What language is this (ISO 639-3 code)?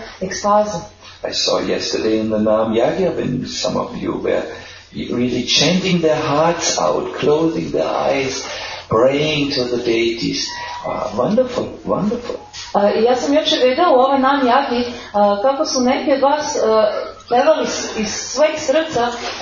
srp